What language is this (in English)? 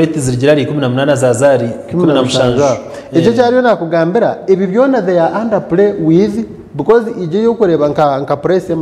Nyankole